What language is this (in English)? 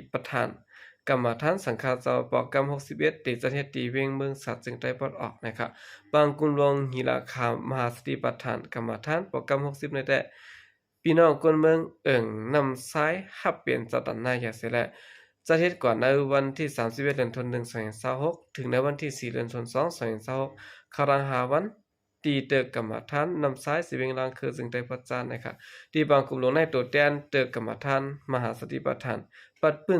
Shan